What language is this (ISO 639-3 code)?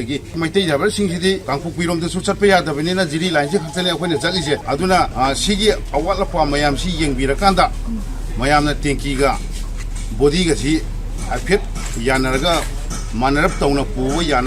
mni